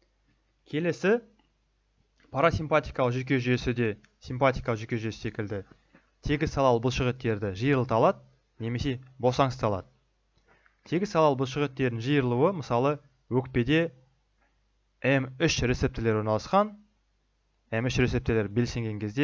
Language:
Kazakh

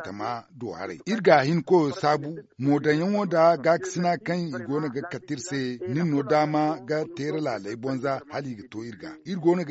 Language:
Zarma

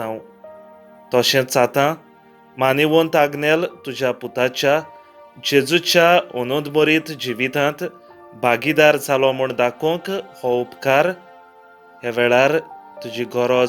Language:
Konkani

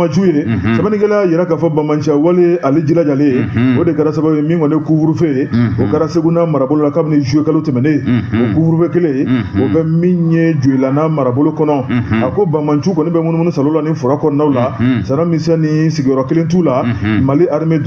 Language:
Bambara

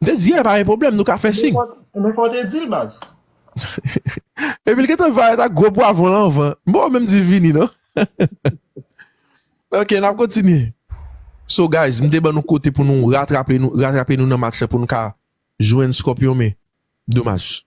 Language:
Haitian Creole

